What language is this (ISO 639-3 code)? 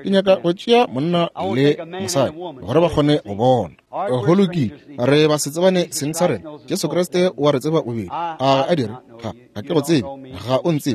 nso